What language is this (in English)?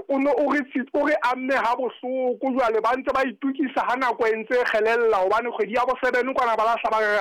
Southern Sotho